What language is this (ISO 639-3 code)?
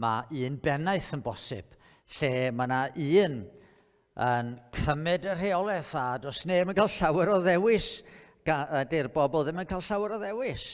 cym